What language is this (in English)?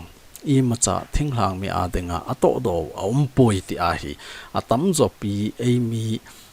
Thado Chin